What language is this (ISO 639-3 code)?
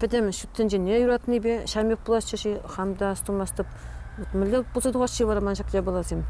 chv